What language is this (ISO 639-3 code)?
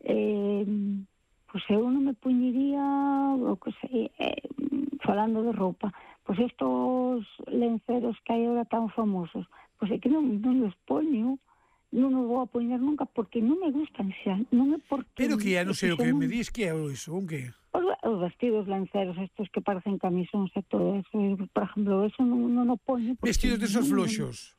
glg